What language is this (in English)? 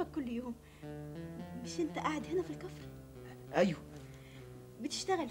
Egyptian Arabic